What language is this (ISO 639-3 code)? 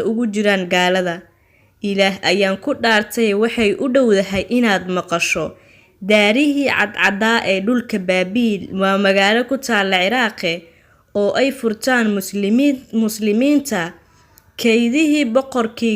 som